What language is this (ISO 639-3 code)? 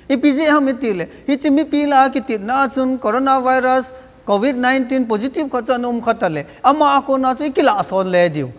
tcz